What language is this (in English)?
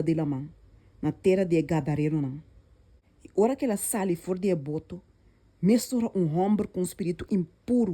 Papiamento